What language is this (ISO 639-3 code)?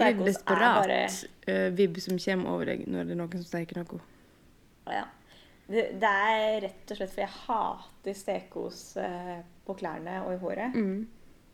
nor